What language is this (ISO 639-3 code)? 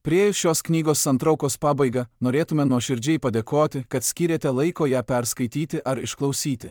lit